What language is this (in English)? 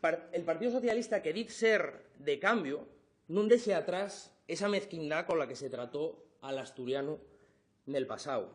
Asturian